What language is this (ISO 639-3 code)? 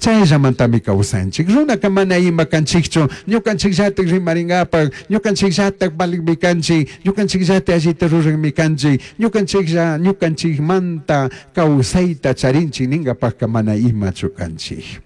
qug